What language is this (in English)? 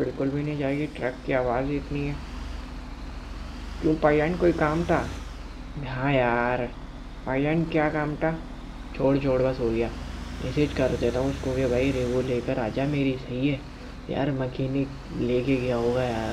Hindi